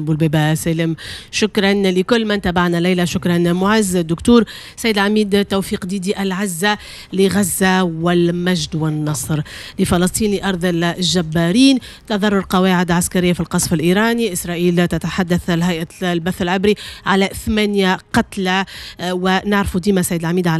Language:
Tunisian Arabic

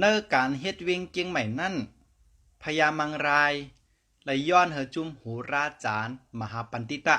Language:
Shan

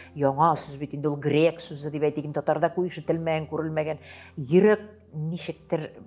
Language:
Tatar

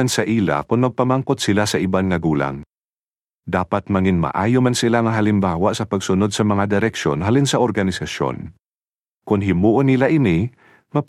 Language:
Hiligaynon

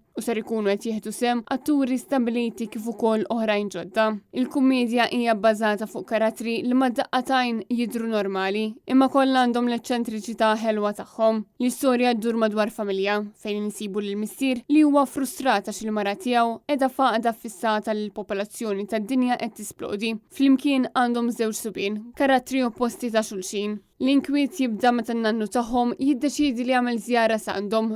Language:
Maltese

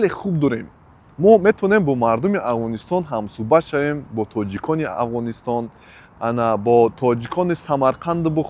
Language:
Tajik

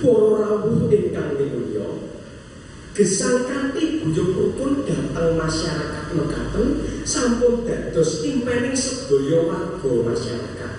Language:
Javanese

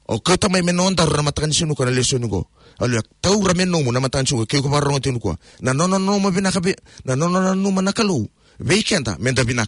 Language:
Fijian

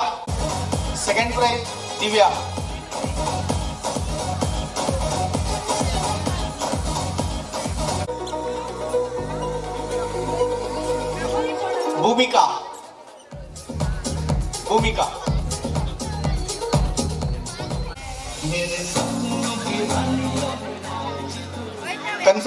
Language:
Kannada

